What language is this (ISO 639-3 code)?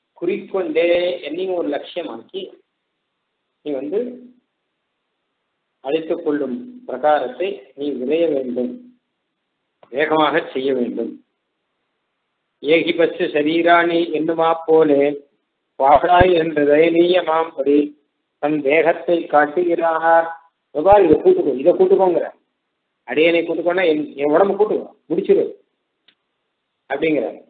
tam